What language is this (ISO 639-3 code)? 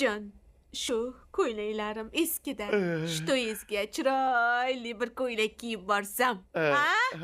uzb